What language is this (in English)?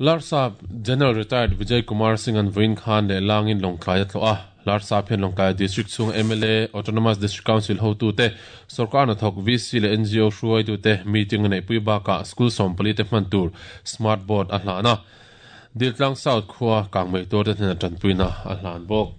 Mizo